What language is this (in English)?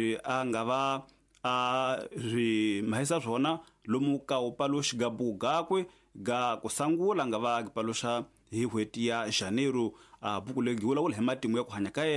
Tsonga